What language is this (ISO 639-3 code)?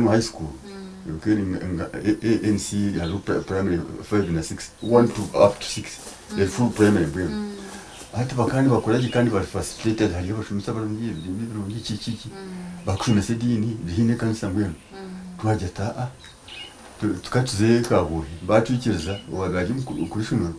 nyn